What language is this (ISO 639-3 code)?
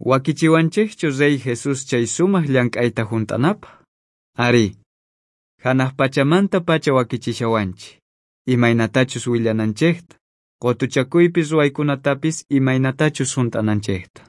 quh